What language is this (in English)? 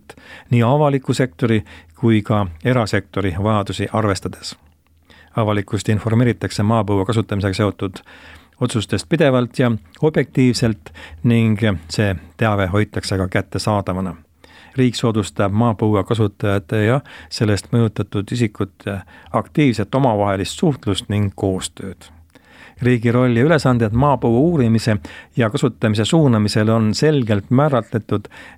Estonian